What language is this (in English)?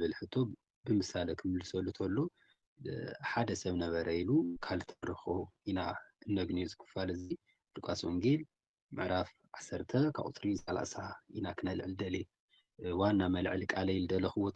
Tigrinya